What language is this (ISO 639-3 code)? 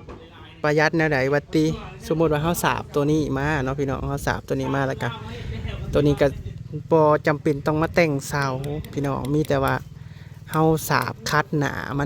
tts